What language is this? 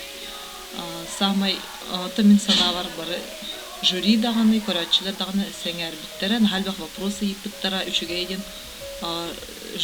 Yakut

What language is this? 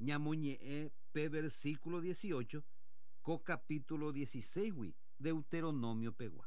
Guarani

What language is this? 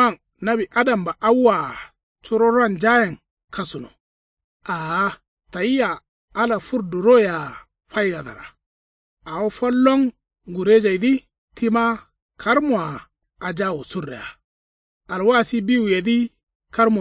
Kanuri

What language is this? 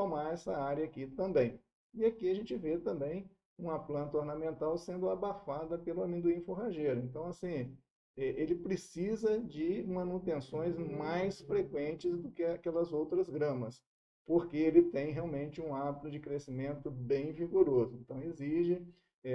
Portuguese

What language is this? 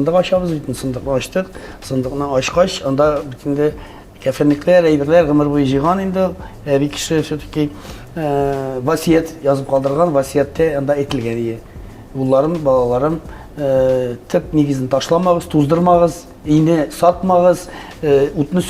Tatar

